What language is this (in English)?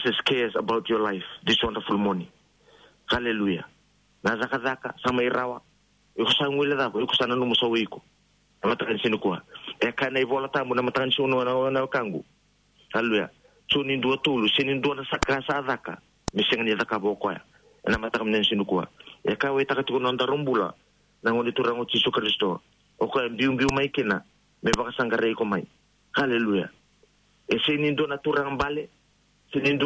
Fijian